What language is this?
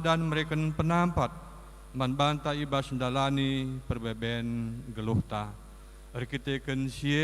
Batak Karo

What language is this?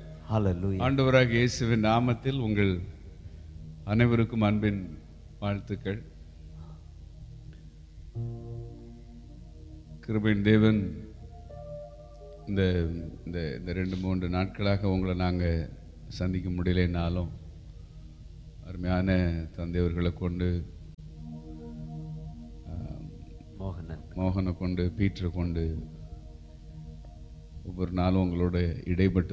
Tamil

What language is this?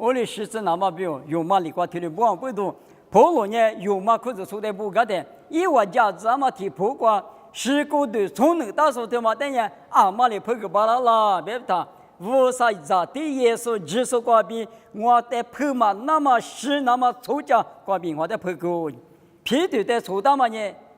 Lisu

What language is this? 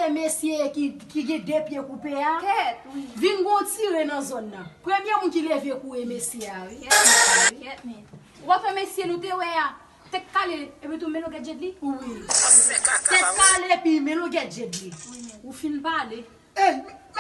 Haitian Creole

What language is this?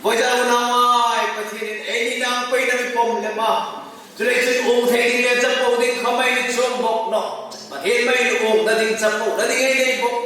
Hmar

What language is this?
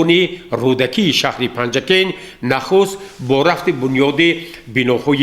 Tajik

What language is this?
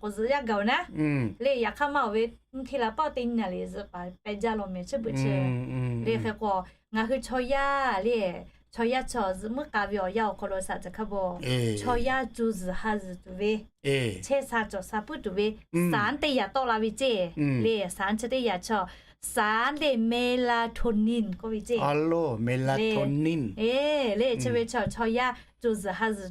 Lahu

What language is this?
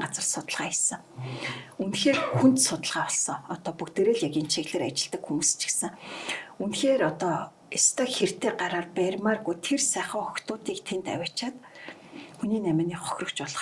Mongolian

